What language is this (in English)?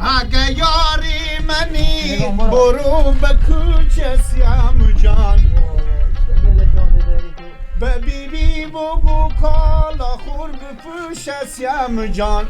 Persian